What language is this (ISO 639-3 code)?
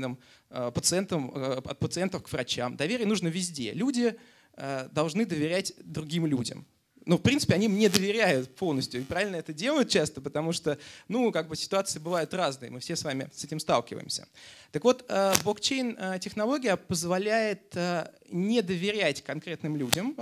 rus